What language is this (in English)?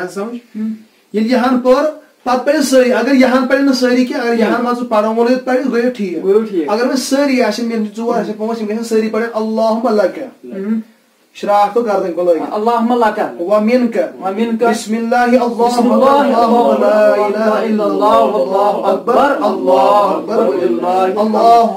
Kashmiri